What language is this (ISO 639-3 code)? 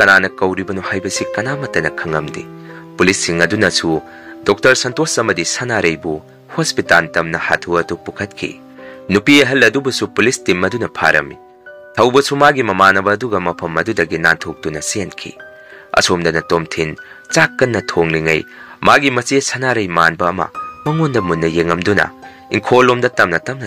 mni